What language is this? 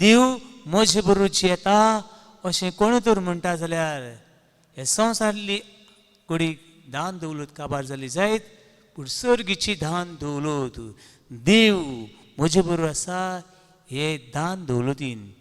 Konkani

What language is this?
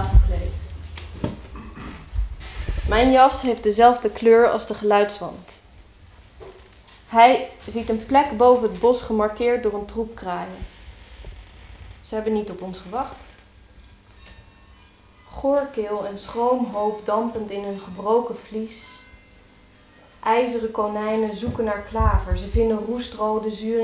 Dutch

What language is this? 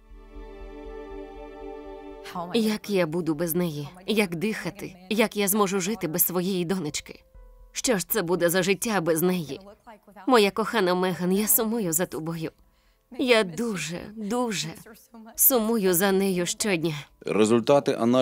Ukrainian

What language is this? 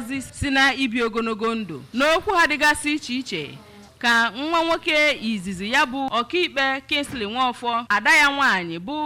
Igbo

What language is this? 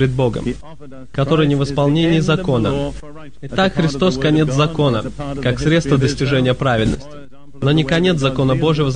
Russian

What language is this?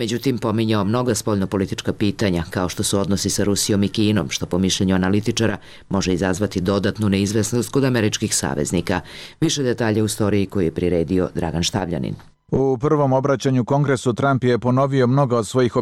Serbian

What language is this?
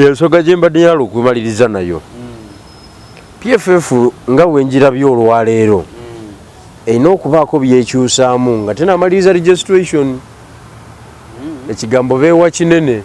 Ganda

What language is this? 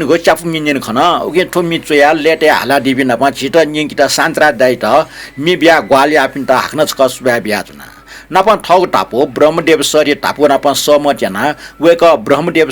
Newari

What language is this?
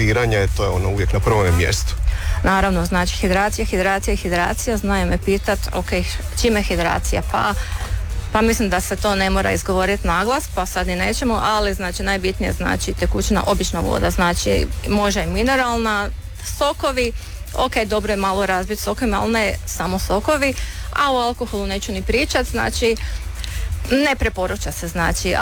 Croatian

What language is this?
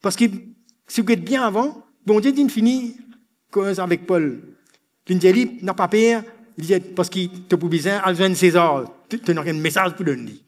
Morisyen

